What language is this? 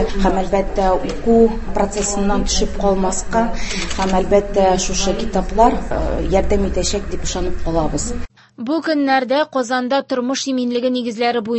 Tatar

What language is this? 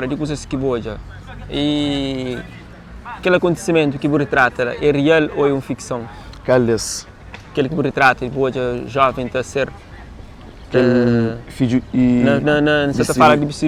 Kabuverdianu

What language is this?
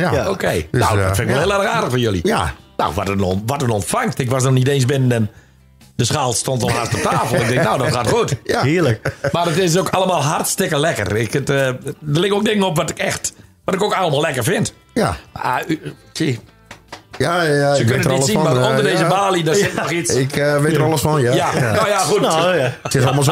Dutch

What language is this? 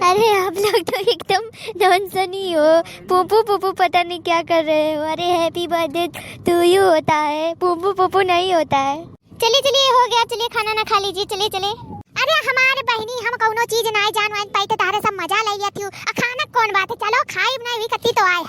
Awadhi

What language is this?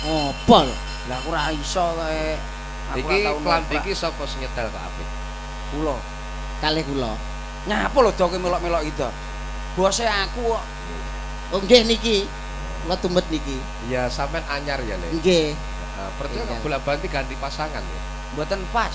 Javanese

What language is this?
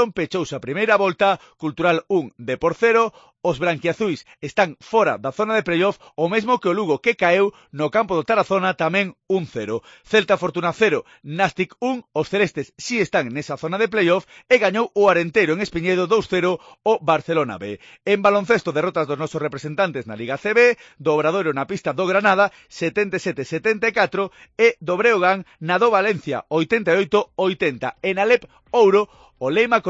Galician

